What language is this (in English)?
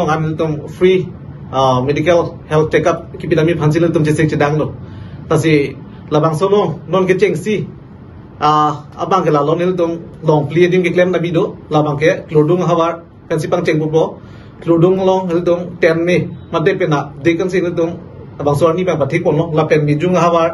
Karbi